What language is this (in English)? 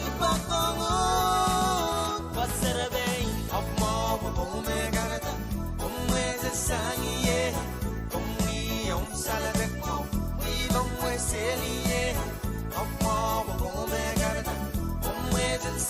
Pohnpeian